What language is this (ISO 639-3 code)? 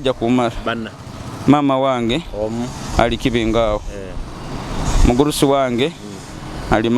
nyo